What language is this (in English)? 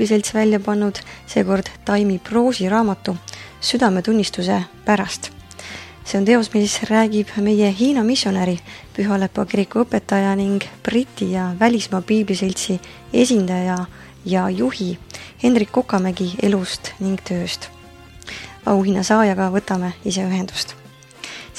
Estonian